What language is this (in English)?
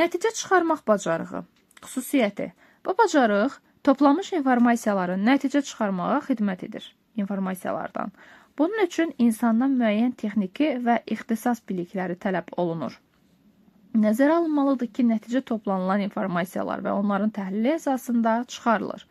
Azerbaijani